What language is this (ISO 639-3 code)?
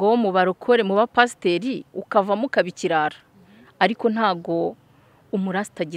kin